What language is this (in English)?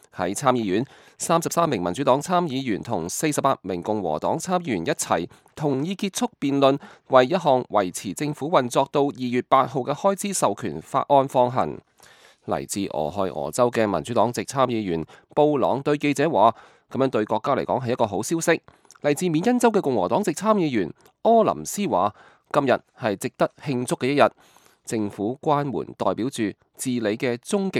Cantonese